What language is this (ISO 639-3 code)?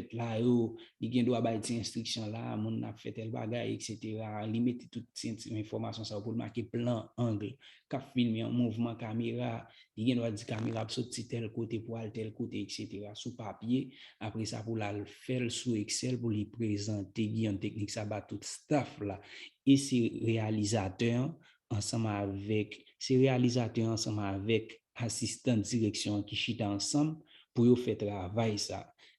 hat